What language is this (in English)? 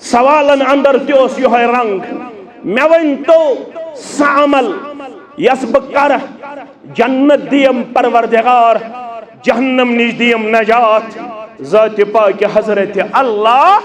Kashmiri